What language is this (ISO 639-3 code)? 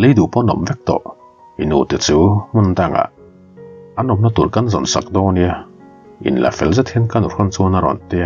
lus